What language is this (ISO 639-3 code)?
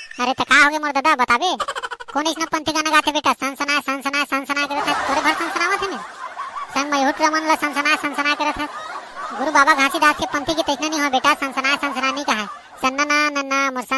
hne